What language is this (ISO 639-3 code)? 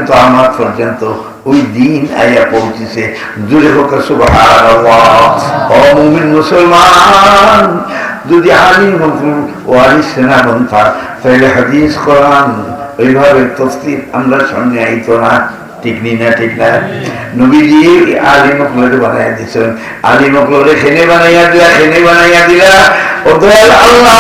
syl